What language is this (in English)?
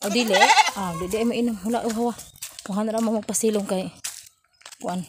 Cebuano